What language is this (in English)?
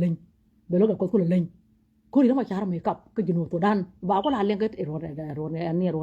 Nuer